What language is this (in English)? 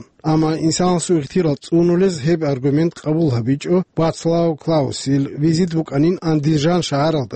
Avaric